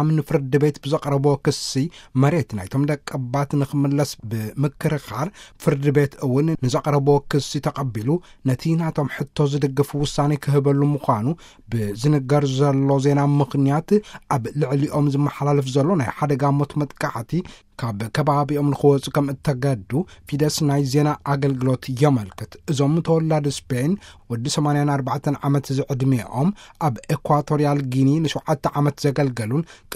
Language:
Tigrinya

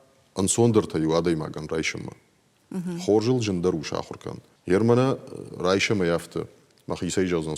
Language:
Ossetic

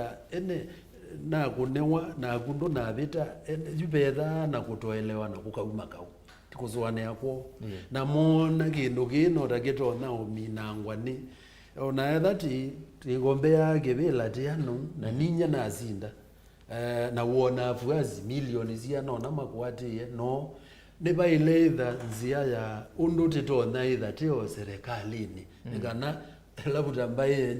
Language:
Kamba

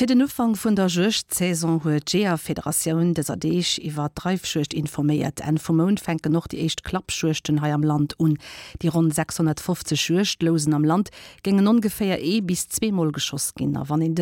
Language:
Luxembourgish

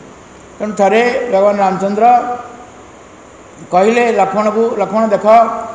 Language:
Odia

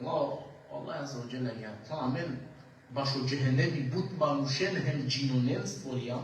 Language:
Balkan Romani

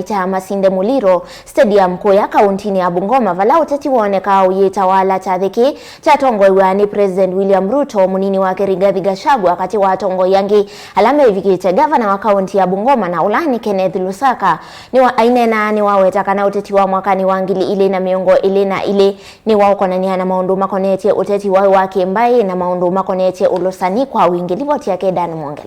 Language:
Kamba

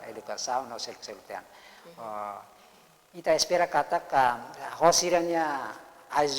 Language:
Tetum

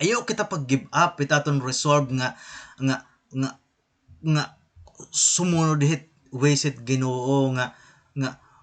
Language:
Waray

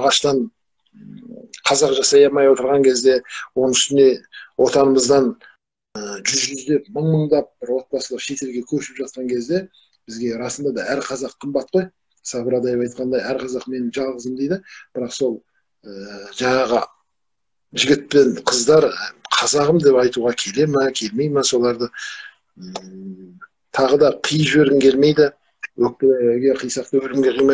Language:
Kazakh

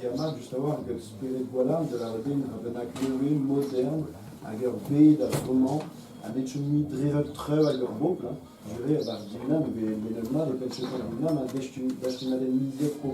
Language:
Breton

